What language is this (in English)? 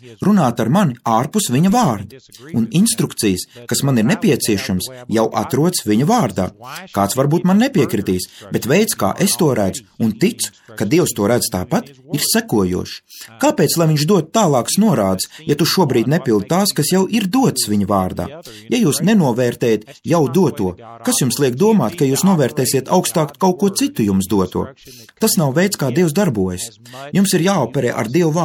Latvian